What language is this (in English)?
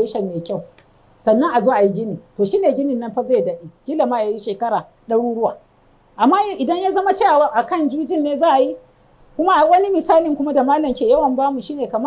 Hausa